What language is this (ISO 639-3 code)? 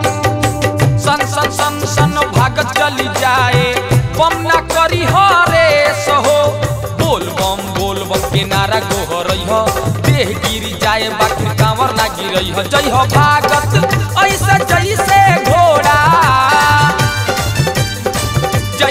bho